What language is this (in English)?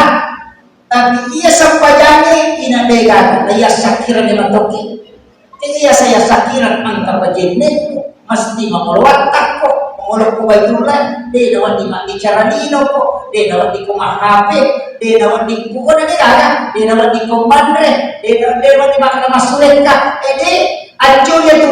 Buginese